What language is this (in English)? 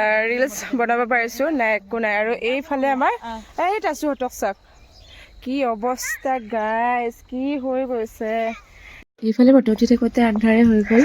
Assamese